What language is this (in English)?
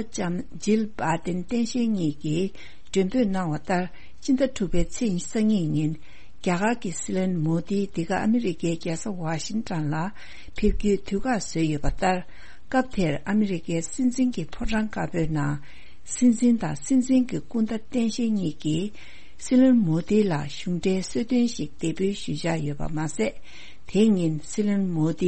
Tibetan